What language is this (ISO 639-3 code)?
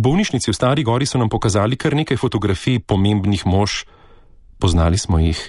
slv